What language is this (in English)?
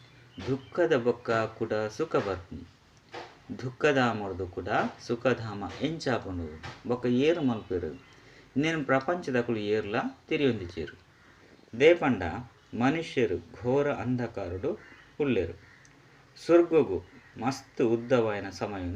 Tulu